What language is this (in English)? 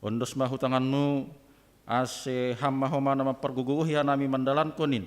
Batak Simalungun